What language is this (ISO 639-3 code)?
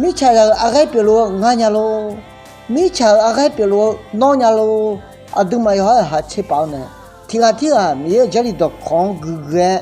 ahk